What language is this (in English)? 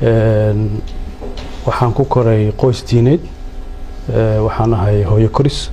Somali